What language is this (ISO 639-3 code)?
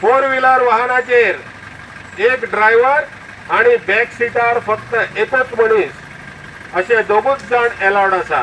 kok